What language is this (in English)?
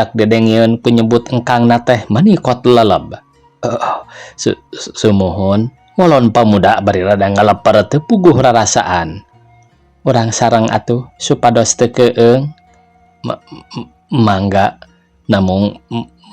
Sundanese